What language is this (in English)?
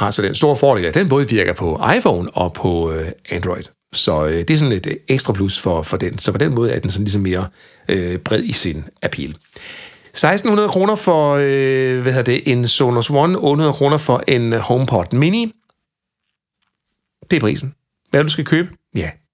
Danish